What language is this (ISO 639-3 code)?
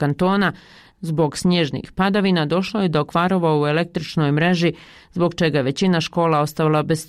bos